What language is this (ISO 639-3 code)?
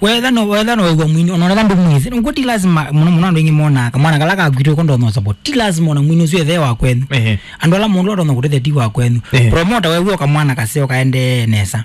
kam